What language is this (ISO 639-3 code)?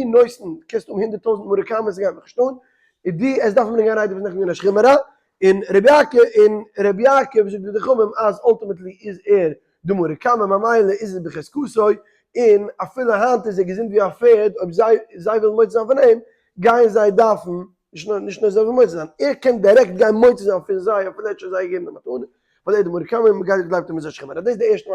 yid